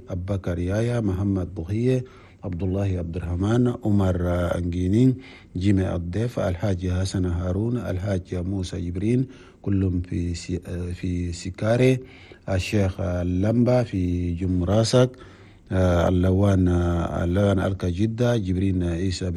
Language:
Chadian Arabic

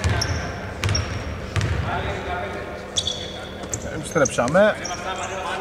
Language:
Greek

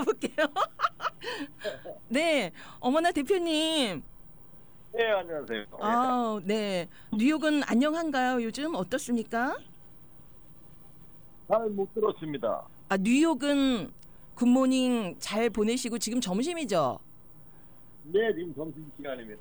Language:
Korean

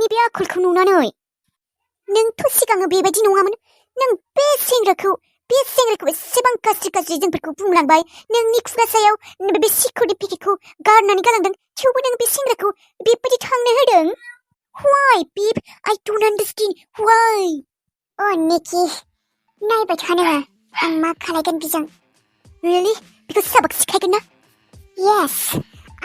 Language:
Bodo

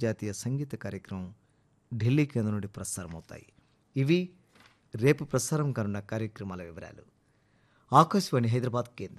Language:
Telugu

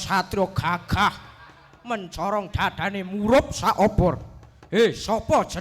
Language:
Javanese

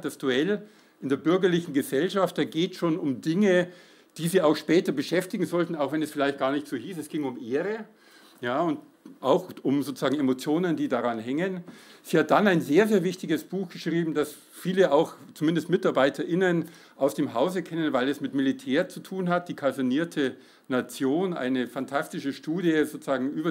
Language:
German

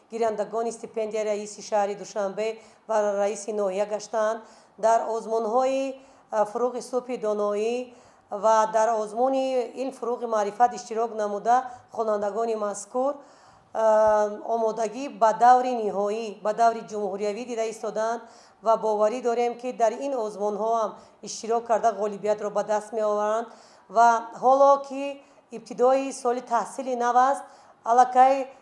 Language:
Tajik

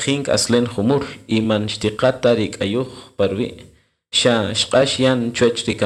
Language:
Kaqchikel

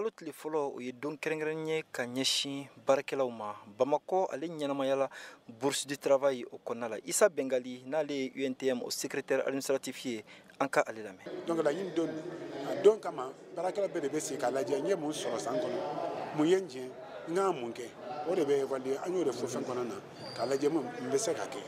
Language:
Bambara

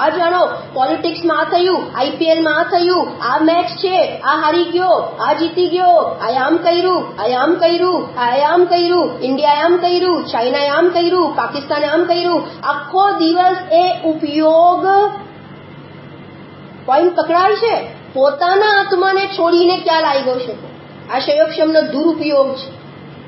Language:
Gujarati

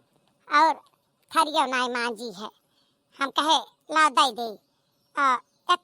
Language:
Awadhi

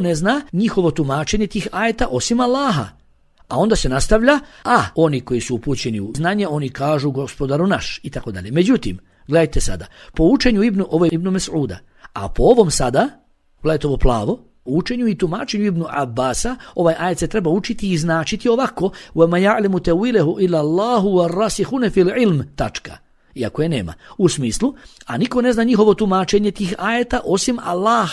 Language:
Bosnian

